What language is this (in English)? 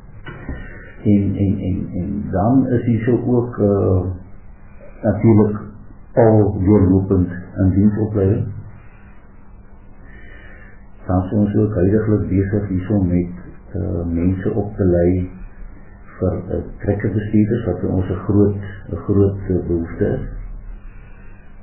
Afrikaans